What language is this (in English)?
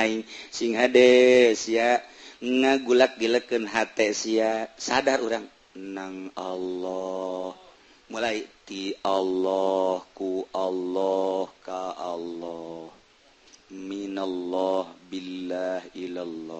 Sundanese